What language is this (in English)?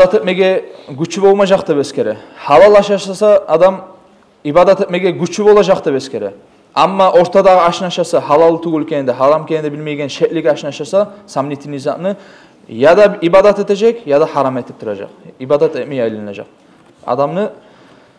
Kumyk